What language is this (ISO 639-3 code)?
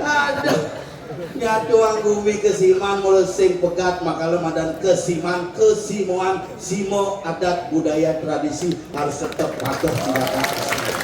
ban